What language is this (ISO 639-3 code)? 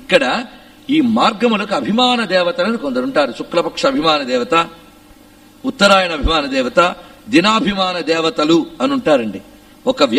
tel